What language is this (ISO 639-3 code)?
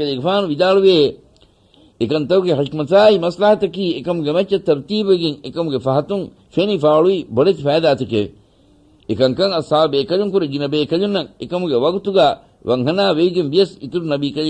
div